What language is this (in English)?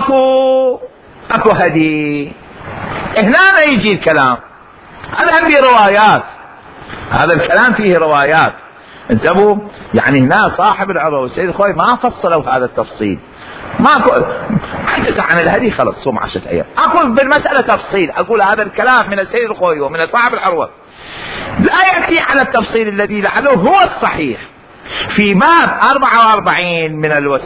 Mesopotamian Arabic